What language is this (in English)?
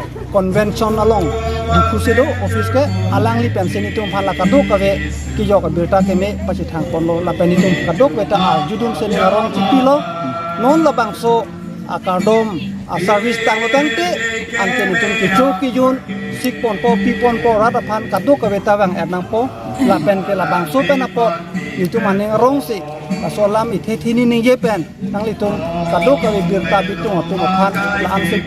Karbi